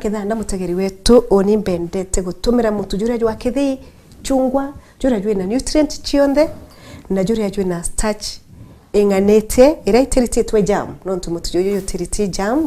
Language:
Meru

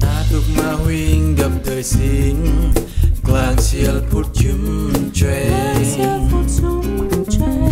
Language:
Central Mnong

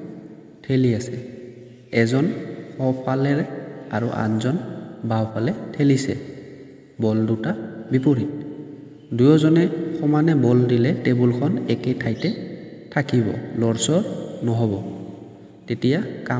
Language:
Assamese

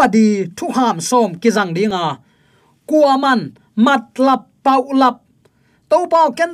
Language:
Tedim Chin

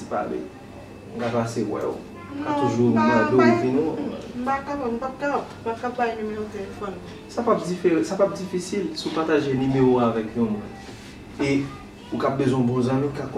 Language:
Haitian Creole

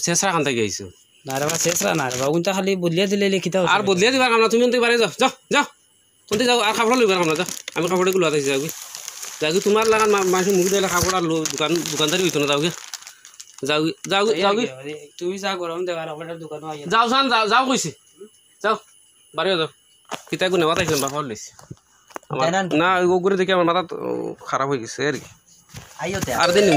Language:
Sylheti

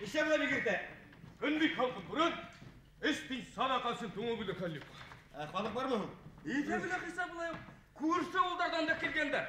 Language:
Bashkir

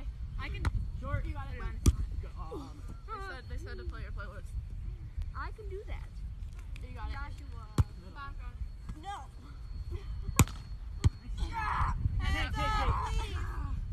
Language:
English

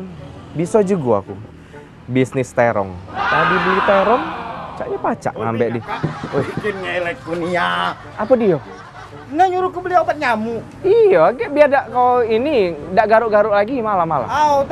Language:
Musi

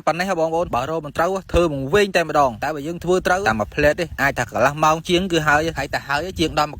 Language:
Khmer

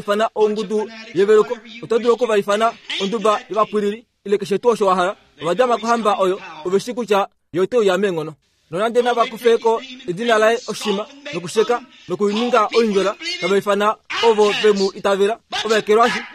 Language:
Kuanyama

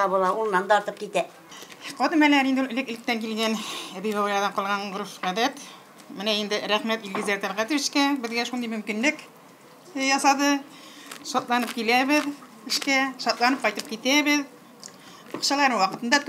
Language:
Tatar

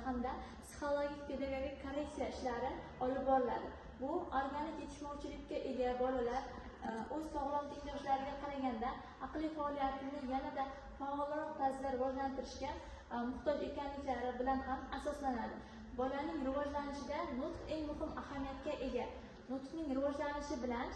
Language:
Uzbek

